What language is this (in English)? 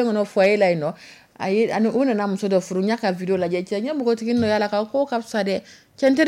Dyula